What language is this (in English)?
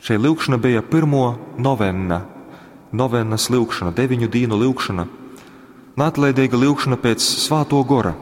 Latgalian